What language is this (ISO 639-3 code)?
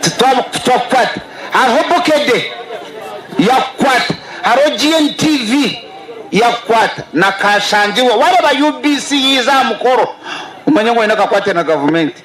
nyn